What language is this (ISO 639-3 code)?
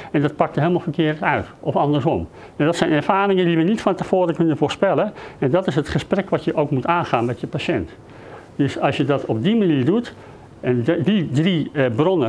nld